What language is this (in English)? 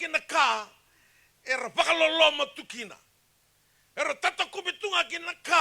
Fijian